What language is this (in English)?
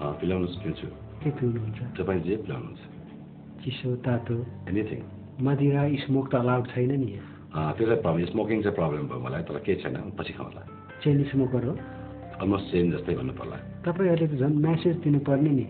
Nepali